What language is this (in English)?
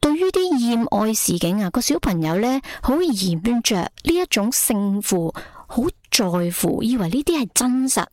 Cantonese